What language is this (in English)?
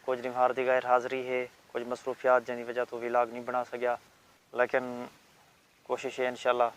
Saraiki